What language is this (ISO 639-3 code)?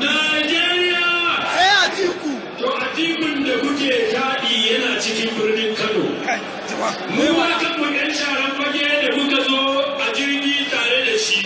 hau